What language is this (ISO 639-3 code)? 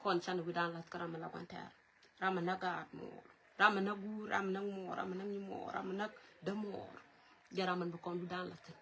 nus